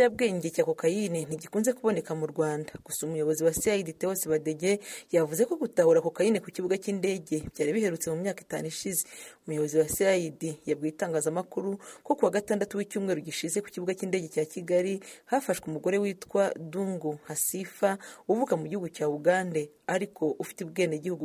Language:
Kinyarwanda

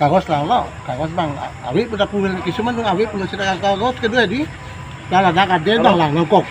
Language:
Karbi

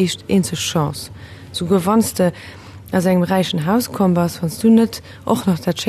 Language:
Luxembourgish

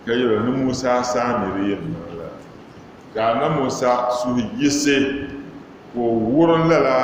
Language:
Dagbani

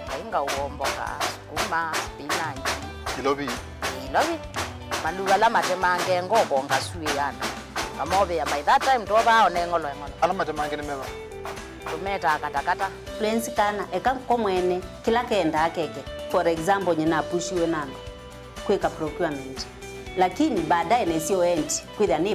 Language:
Kamba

